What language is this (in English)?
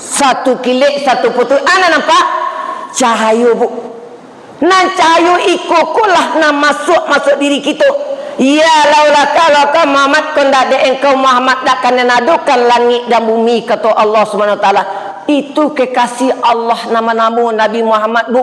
Minangkabau